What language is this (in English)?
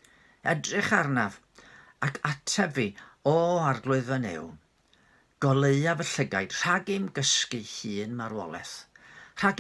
Welsh